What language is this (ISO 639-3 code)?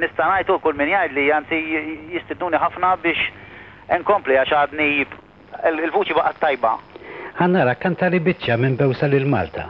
mlt